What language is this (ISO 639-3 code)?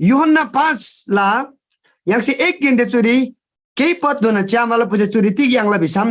taj